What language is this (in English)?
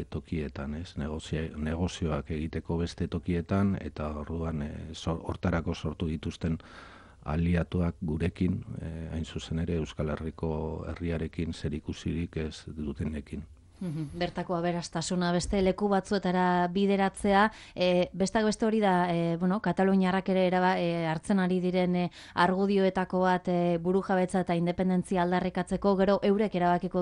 Basque